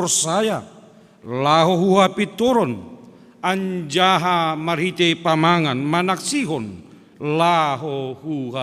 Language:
Batak Simalungun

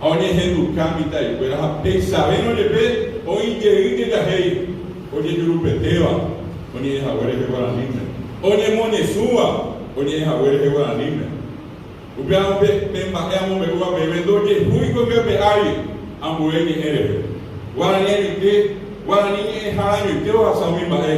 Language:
Guarani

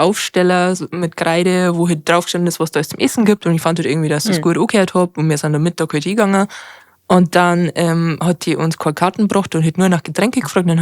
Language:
Bavarian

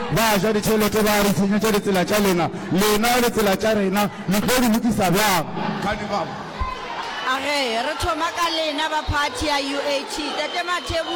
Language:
Northern Sotho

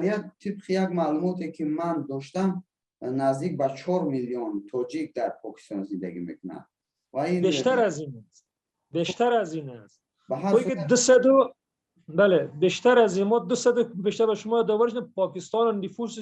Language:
Persian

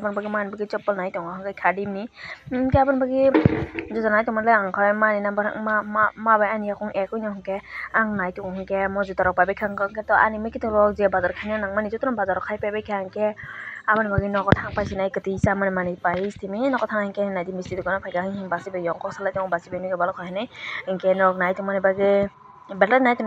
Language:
Kok Borok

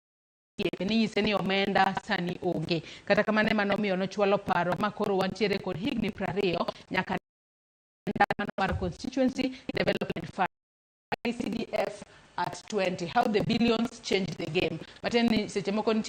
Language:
Luo (Kenya and Tanzania)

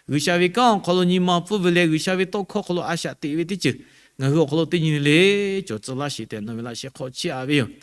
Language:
Lahu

